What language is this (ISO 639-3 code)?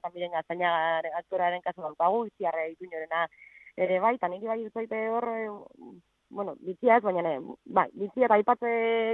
eus